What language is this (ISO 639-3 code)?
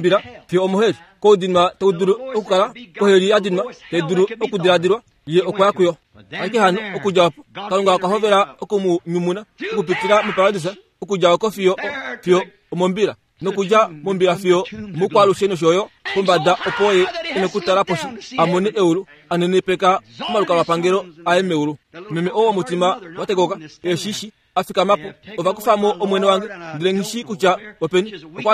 kua